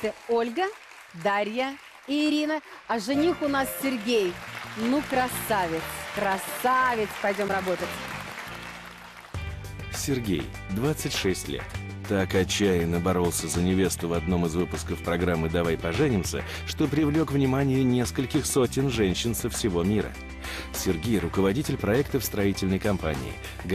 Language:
Russian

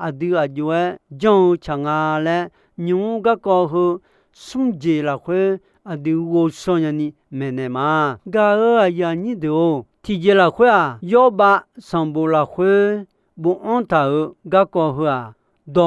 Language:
Akha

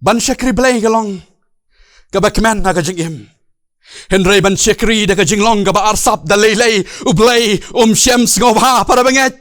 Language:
Khasi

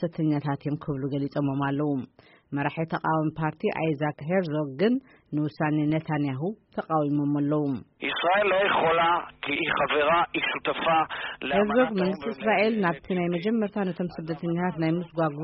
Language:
Tigrinya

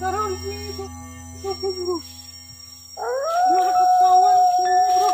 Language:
Banjar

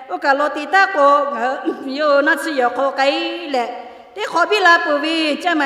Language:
Lahu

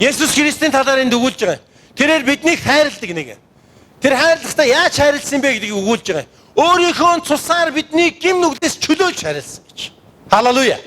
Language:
Mongolian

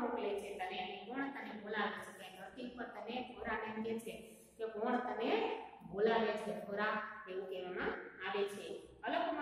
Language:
Gujarati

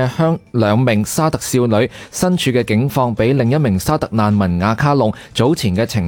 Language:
Cantonese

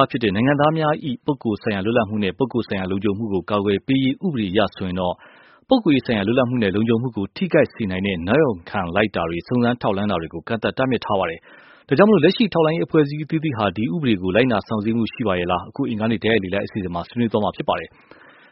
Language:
Burmese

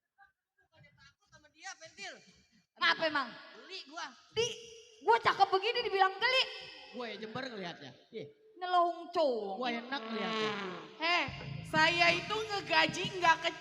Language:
Betawi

